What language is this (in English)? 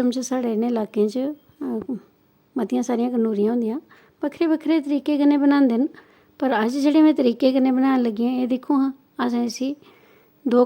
Dogri